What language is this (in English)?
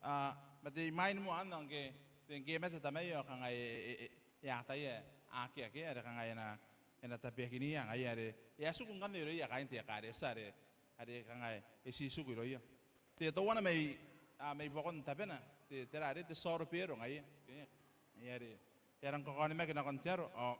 Gilbertese